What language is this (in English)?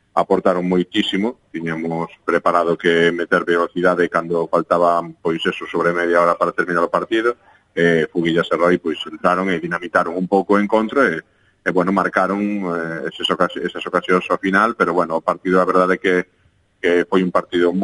Galician